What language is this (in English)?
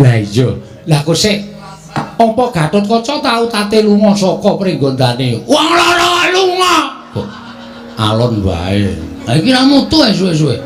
Javanese